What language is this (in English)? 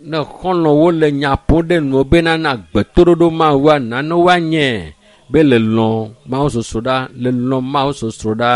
Ewe